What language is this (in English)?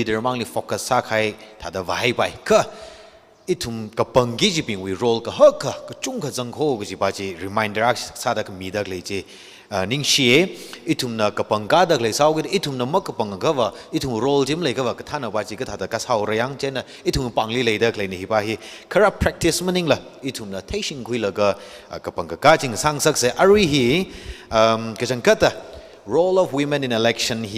Tangkhul Naga (India)